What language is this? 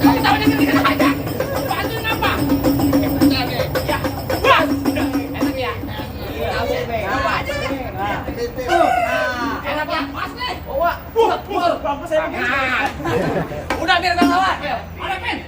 Betawi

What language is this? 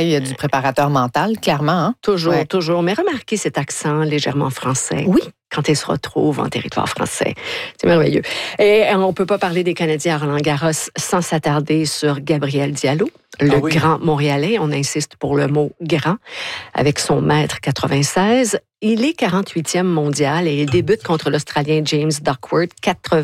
French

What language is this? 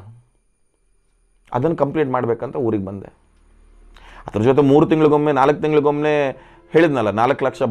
Kannada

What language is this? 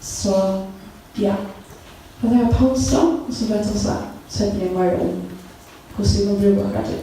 Faroese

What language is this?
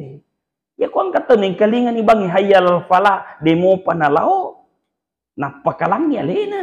Buginese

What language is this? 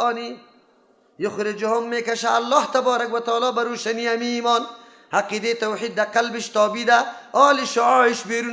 Persian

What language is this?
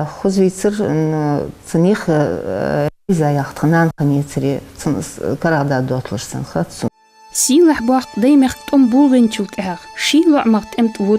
Ingush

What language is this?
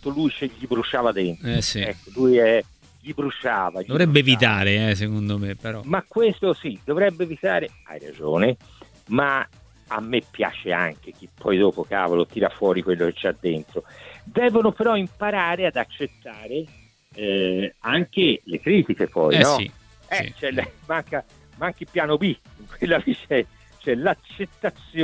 Italian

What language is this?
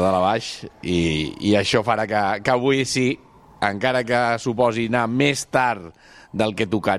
Catalan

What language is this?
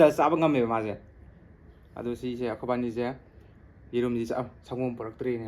Manipuri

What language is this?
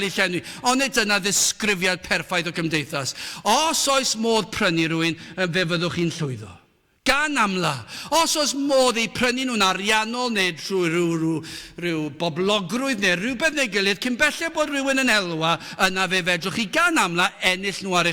Welsh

